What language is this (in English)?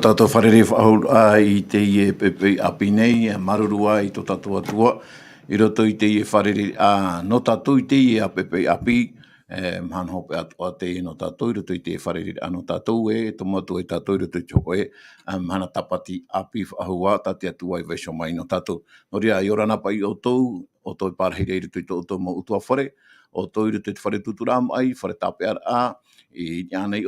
Tahitian